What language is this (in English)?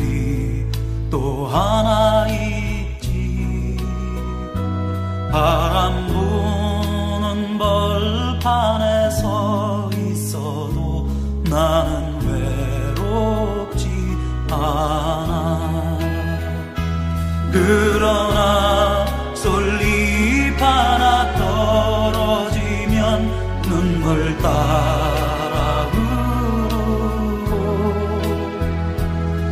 Korean